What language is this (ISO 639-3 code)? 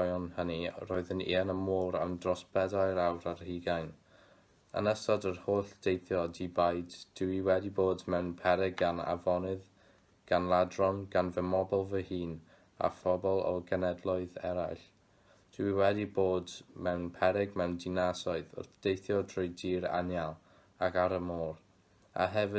cym